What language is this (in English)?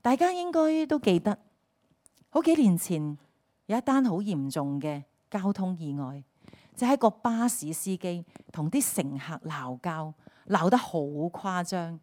Cantonese